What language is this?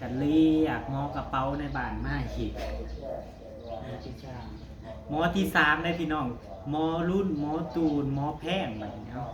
Northeastern Thai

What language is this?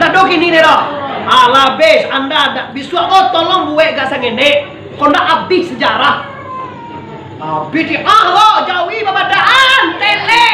Minangkabau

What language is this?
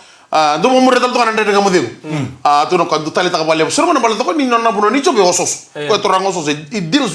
Fijian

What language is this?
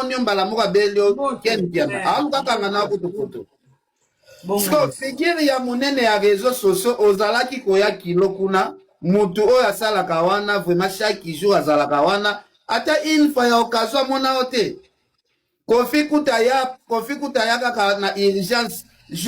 Lingala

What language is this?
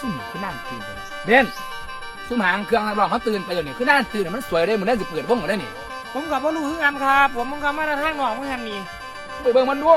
Northeastern Thai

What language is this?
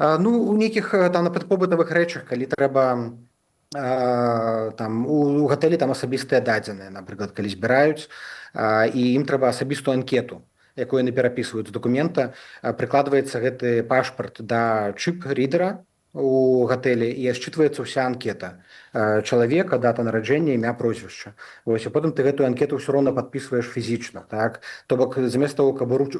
Belarusian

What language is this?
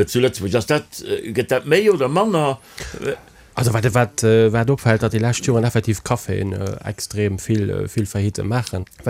Luxembourgish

